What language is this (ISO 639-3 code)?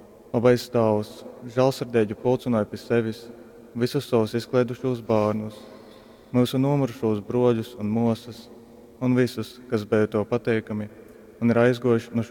ltg